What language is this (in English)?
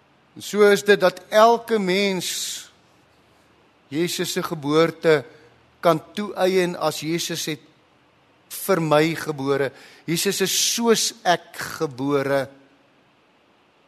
Afrikaans